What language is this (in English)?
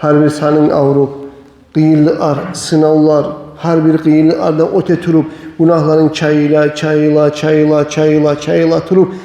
Kumyk